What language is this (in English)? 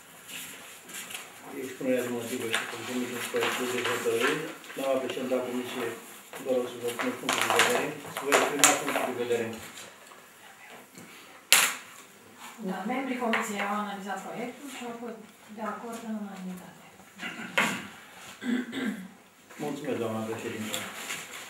Romanian